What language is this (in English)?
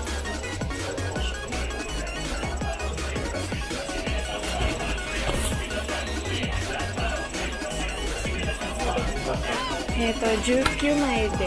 Japanese